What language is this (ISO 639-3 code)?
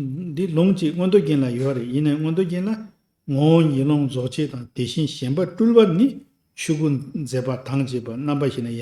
bod